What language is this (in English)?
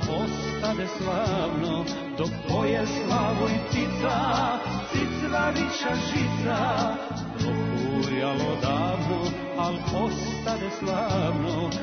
Serbian